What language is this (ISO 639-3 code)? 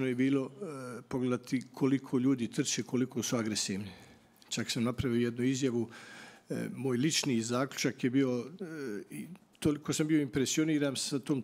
bos